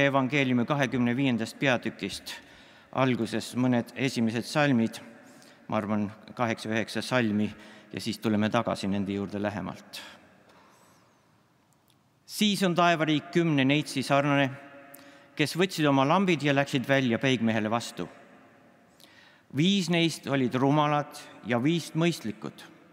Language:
Estonian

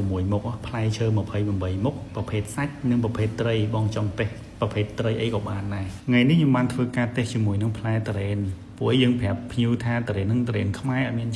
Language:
Khmer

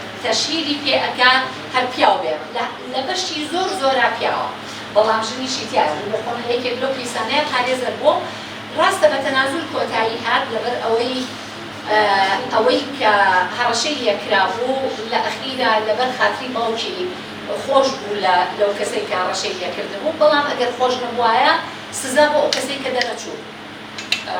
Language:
Central Kurdish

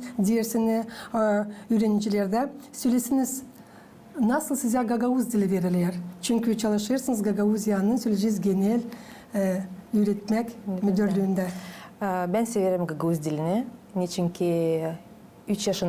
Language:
Gagauz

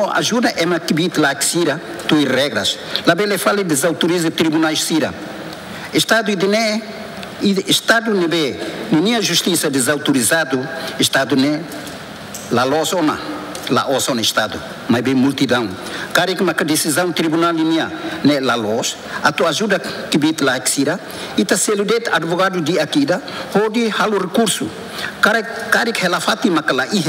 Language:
Tetum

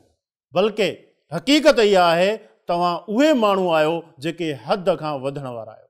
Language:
Sindhi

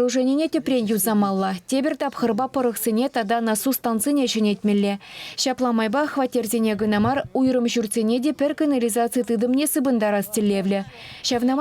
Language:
Chuvash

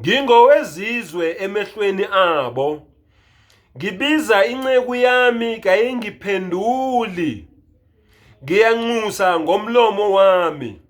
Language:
Zulu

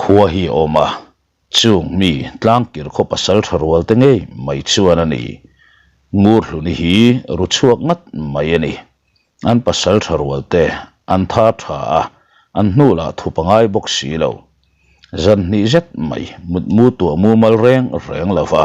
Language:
Mizo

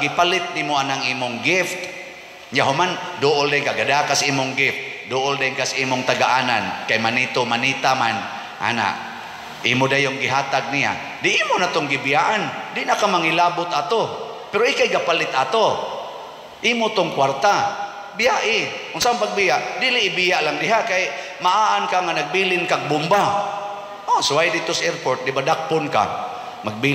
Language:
Cebuano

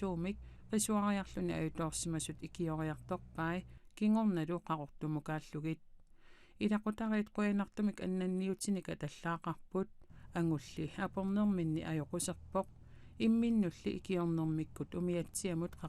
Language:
Kalaallisut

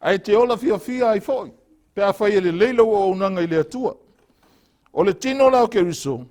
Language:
Samoan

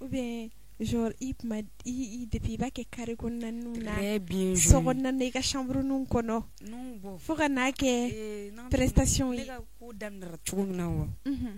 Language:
Bambara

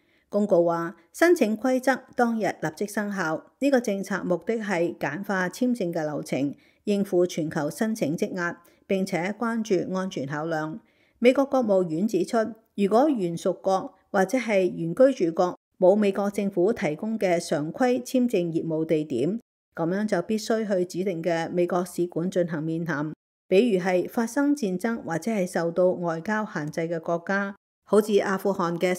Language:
Cantonese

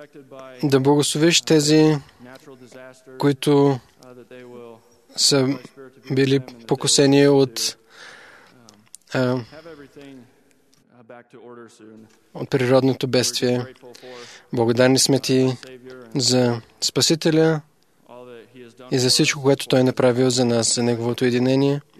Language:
Bulgarian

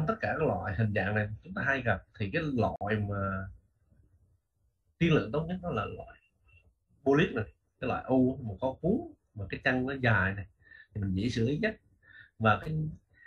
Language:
Vietnamese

